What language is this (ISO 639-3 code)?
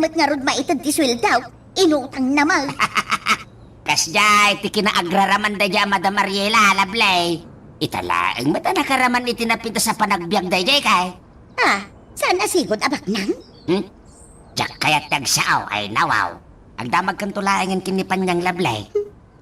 ilo